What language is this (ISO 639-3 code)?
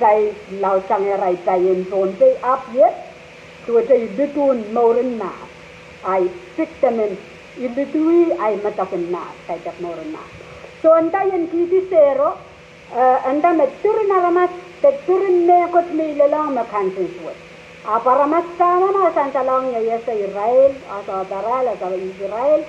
pon